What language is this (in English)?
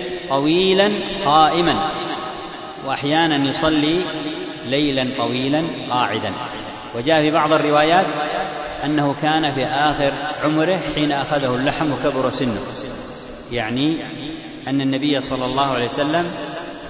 Arabic